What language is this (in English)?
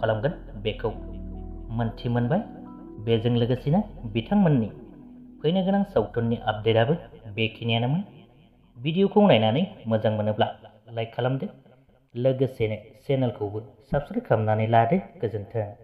Bodo